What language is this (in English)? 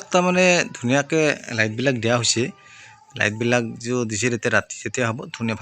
Assamese